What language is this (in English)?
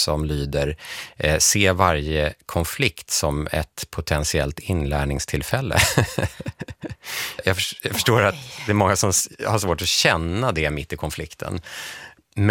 Swedish